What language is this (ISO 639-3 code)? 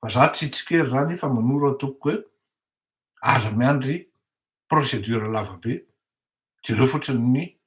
mlg